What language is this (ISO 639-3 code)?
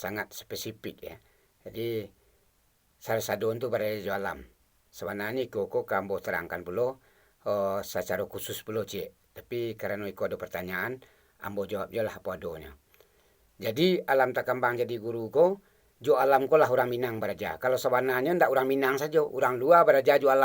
min